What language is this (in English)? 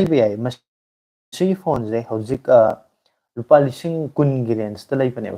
Manipuri